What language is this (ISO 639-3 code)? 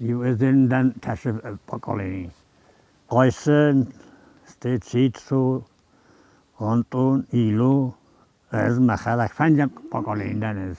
oss